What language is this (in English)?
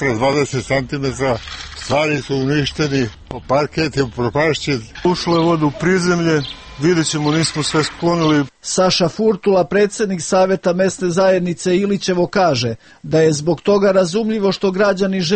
Serbian